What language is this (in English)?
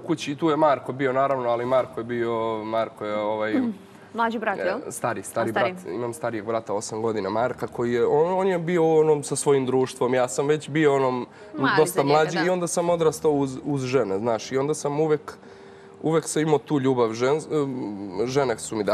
Serbian